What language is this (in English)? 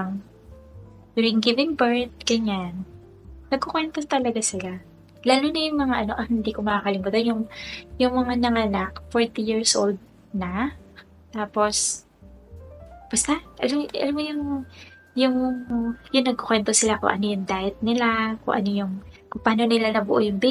Filipino